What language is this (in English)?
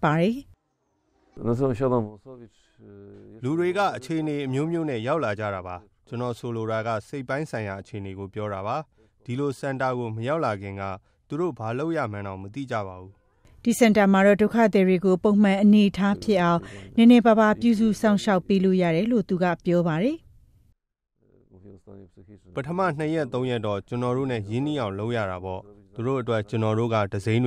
Burmese